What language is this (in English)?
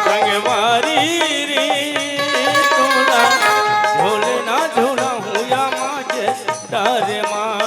Chhattisgarhi